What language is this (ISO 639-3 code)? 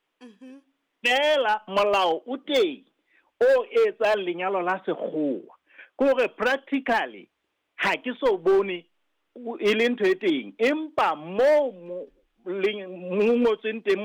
sot